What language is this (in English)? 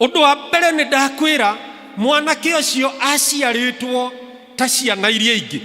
Kikuyu